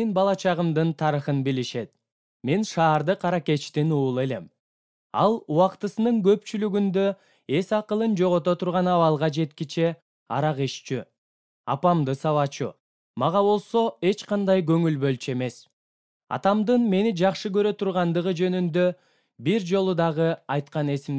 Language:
Kyrgyz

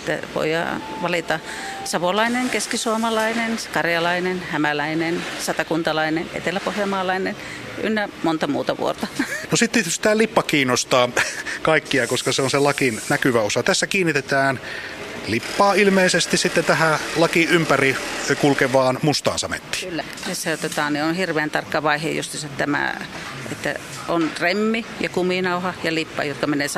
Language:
Finnish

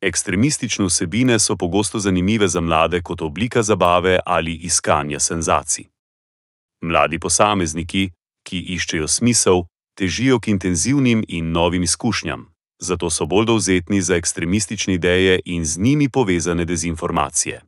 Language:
Slovenian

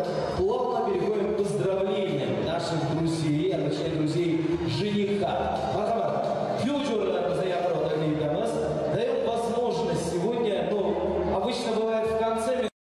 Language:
Russian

